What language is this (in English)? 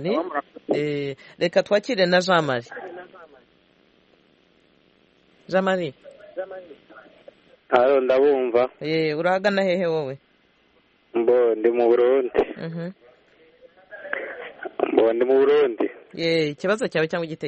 Kinyarwanda